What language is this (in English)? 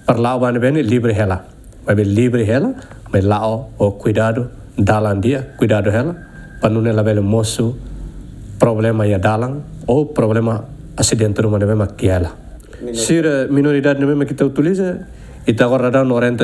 Tetum